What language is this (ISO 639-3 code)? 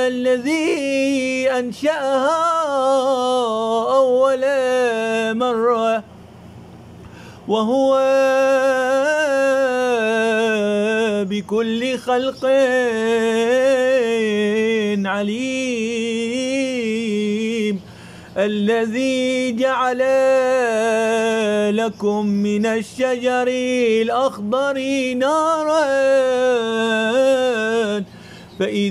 ara